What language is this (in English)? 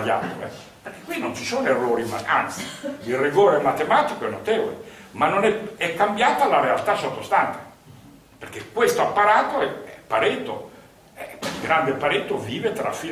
Italian